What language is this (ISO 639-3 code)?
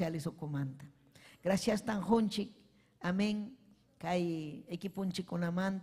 quy